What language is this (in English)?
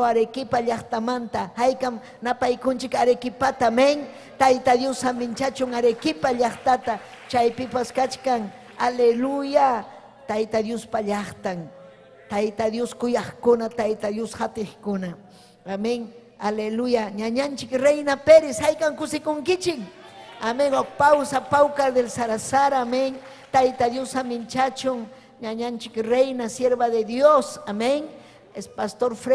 Ayacucho Quechua